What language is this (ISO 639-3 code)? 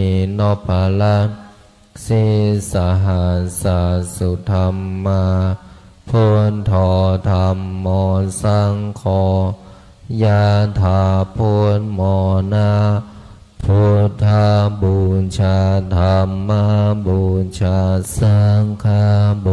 pli